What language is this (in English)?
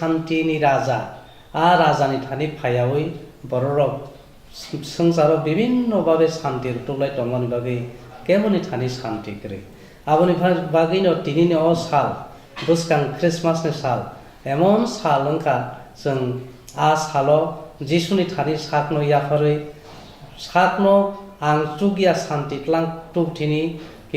Kok Borok